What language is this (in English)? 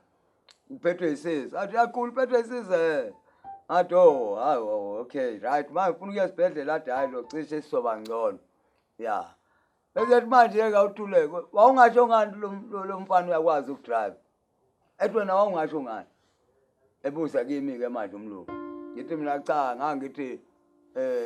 Zulu